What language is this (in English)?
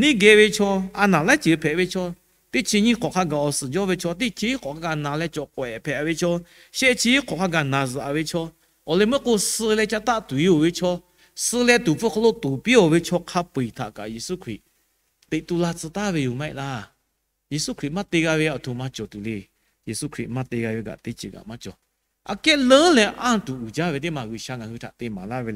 Lahu